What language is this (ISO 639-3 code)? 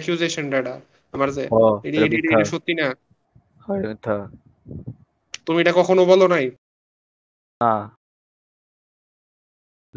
ben